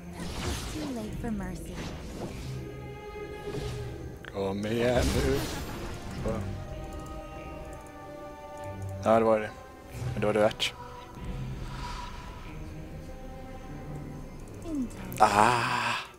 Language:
Swedish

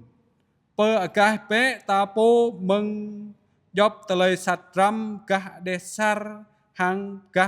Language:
Jarai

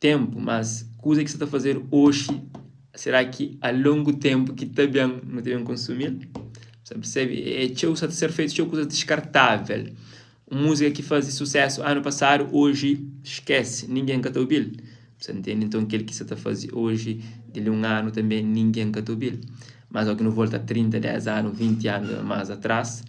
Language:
Kabuverdianu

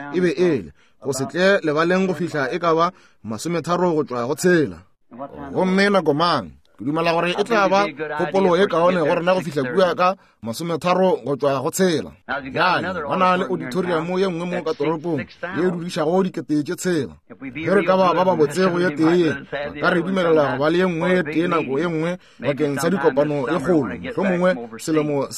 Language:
Northern Sotho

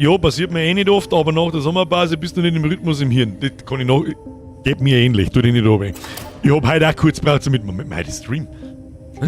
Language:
Bavarian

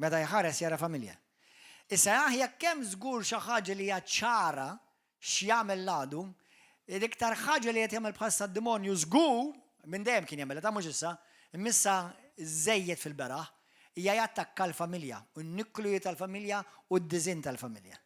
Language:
Maltese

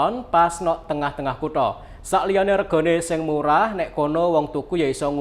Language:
Javanese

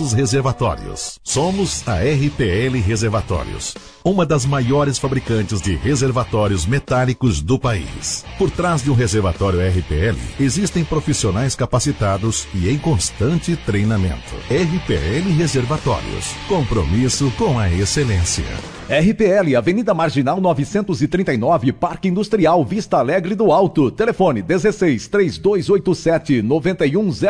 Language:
Portuguese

